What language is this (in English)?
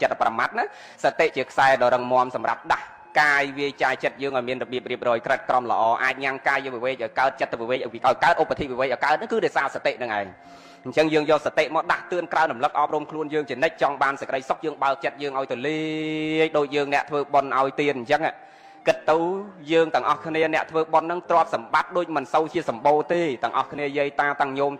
Khmer